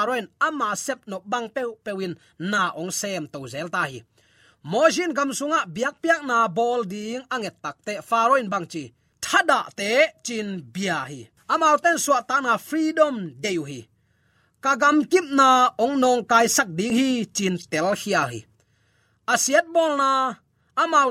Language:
Tedim Chin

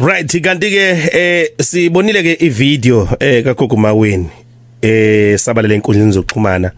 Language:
Zulu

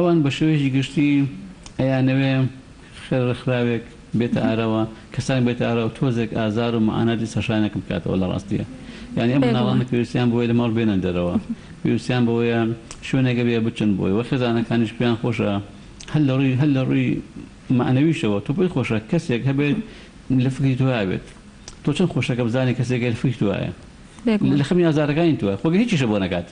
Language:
Central Kurdish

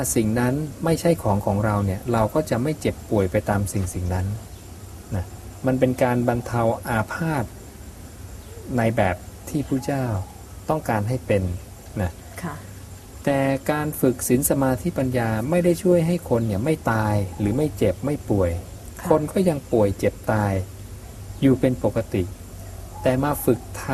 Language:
Thai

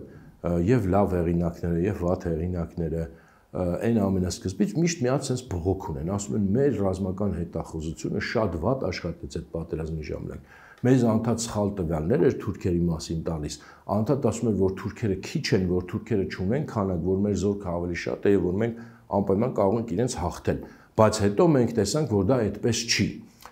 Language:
Armenian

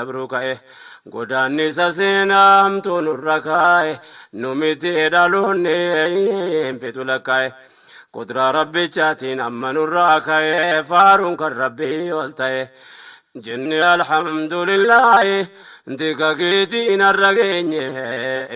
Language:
Oromo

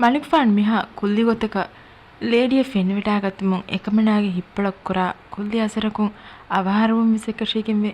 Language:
Divehi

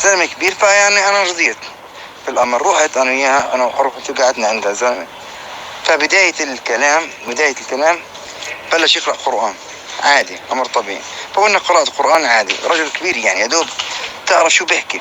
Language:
North Levantine Arabic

